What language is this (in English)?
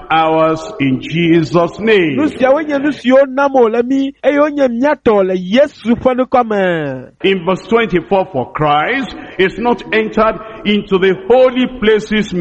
Ewe